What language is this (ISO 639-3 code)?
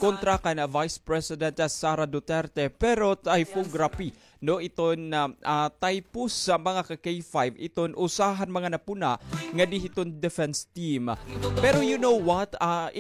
war